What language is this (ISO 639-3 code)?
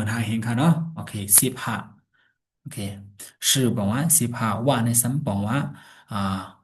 shn